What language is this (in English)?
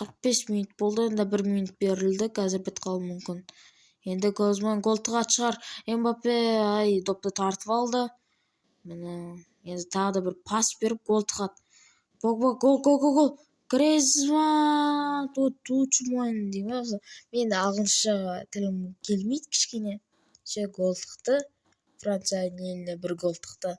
Kazakh